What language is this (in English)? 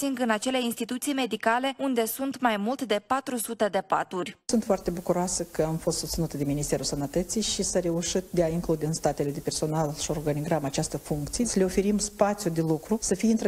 Romanian